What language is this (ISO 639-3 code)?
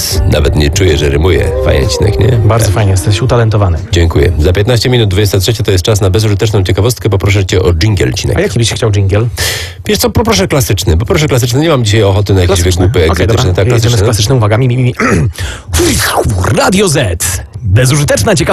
pol